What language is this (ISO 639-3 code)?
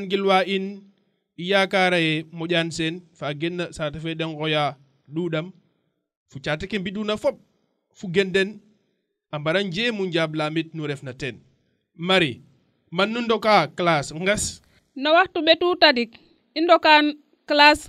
srr